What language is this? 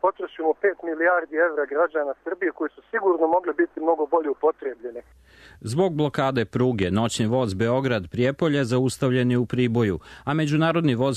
Serbian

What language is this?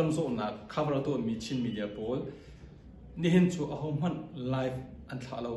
Hakha Chin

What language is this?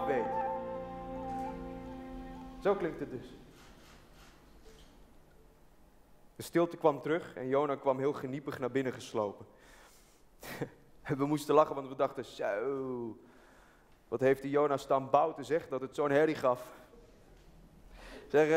Dutch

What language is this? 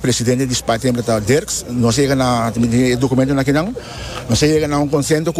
Papiamento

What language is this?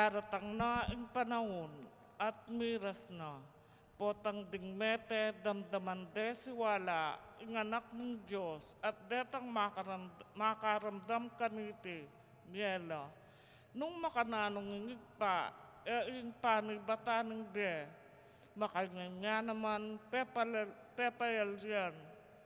Pampanga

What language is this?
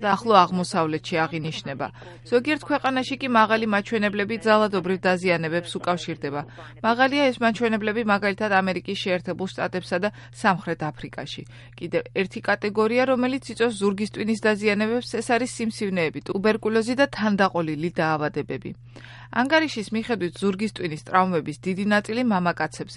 Georgian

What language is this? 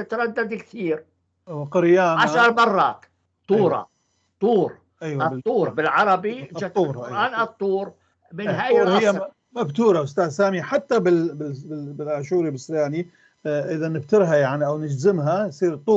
North Levantine Arabic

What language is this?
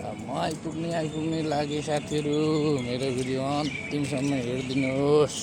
Nepali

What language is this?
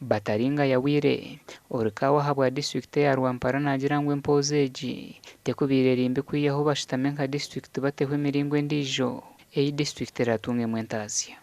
Nyankole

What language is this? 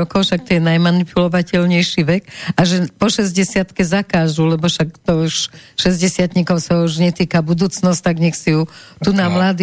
Slovak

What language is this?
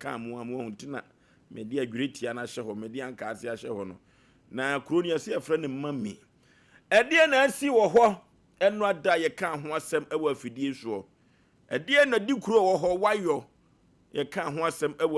Akan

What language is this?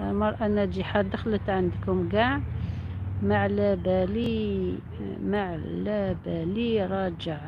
Algerian Arabic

